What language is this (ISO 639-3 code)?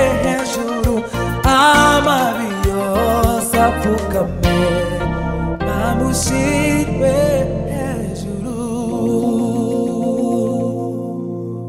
kin